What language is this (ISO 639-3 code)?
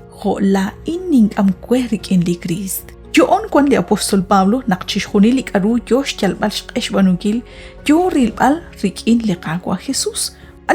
kek